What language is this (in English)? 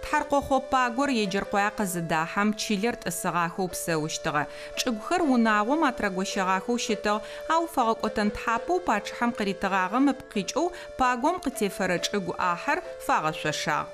Adyghe